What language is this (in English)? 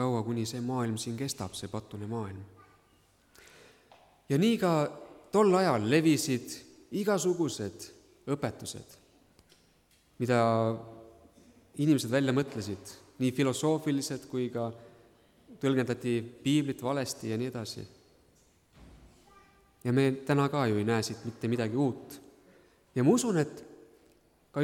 Estonian